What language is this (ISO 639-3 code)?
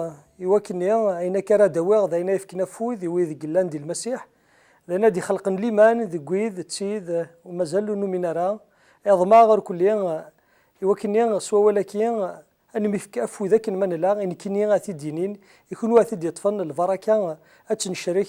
kab